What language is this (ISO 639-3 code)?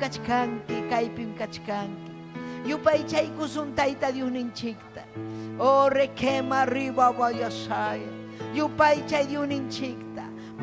quy